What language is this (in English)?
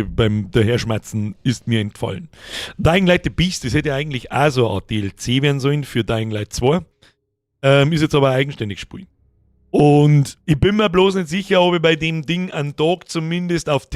Bavarian